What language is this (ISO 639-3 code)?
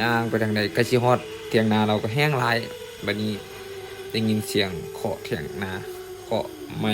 lao